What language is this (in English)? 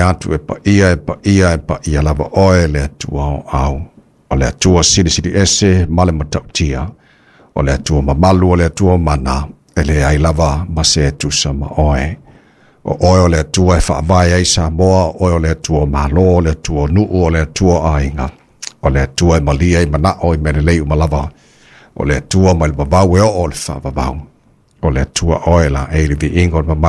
Samoan